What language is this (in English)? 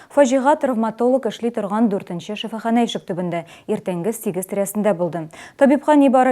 Tatar